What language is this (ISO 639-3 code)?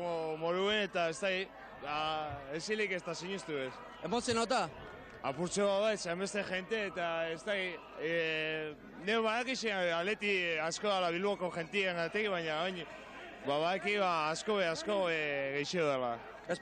eus